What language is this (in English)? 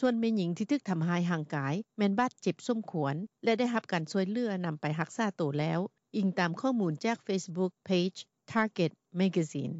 Lao